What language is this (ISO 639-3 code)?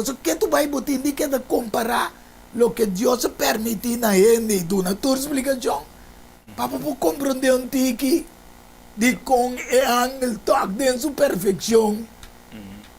pap